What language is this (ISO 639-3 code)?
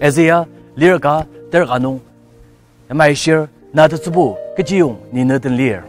njo